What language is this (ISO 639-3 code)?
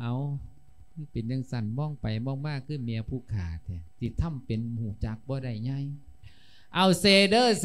lao